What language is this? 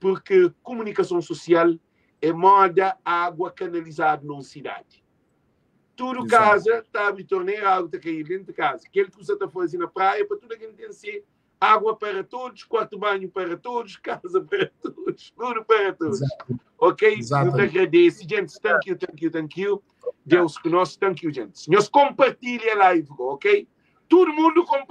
Kabuverdianu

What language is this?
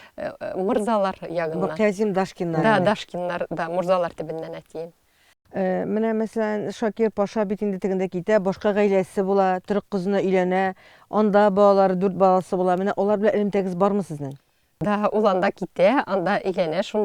Tatar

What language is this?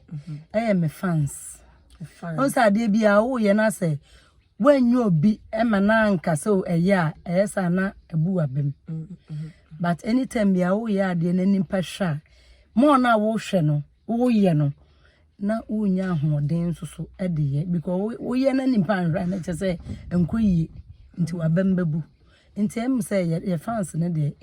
Akan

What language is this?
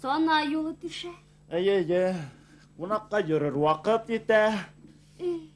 Bashkir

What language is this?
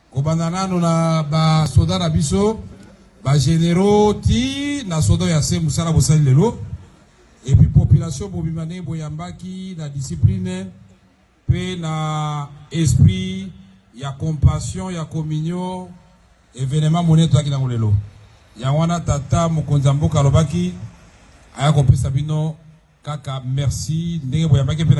Lingala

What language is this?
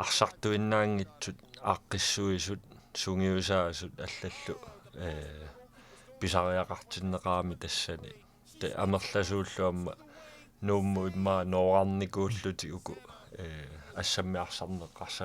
Kalaallisut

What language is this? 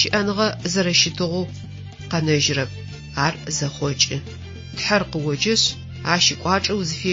Adyghe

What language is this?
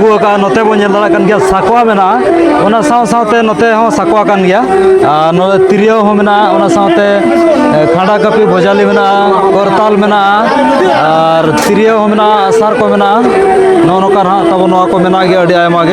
Santali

